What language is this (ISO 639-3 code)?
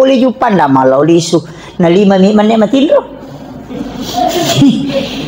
bug